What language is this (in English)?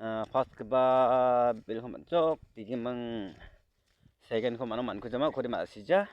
Garo